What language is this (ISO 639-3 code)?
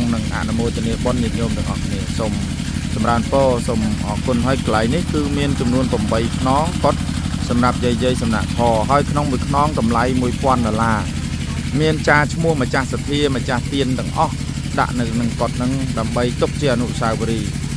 khm